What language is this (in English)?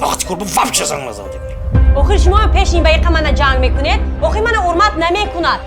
Tajik